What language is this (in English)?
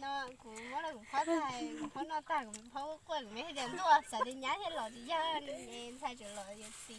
Hmong